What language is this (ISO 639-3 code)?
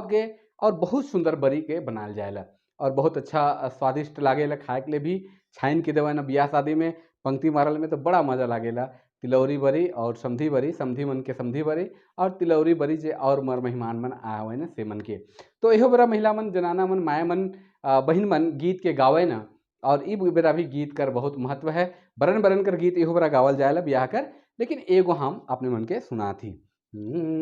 sck